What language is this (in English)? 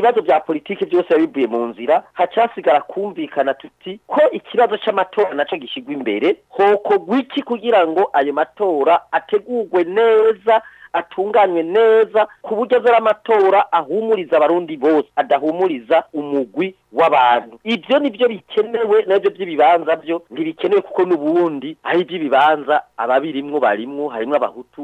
Rundi